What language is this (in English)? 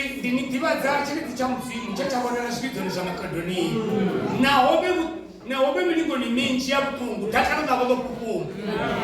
Venda